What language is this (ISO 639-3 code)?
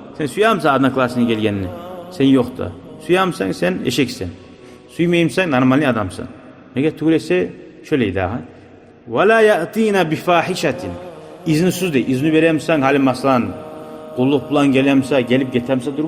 kum